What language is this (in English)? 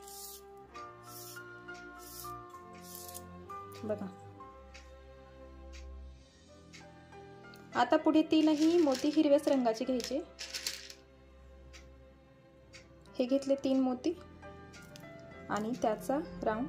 Marathi